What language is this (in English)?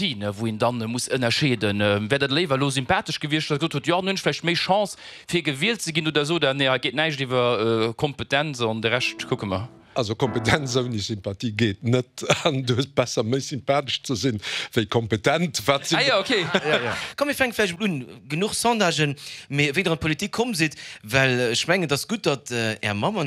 Luxembourgish